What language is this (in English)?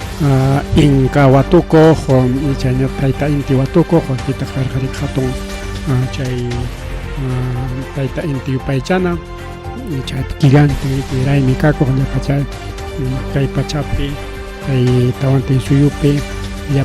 Ayacucho Quechua